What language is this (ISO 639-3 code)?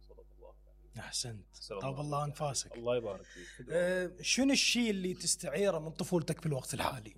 acm